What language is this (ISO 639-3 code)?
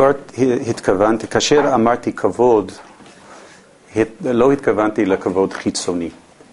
heb